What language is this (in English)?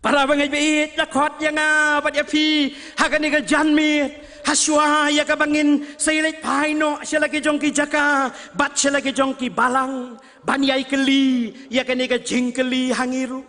Khasi